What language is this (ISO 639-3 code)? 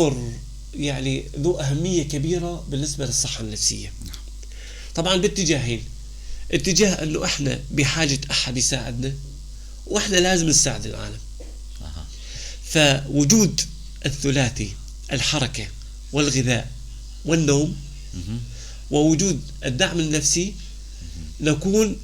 apc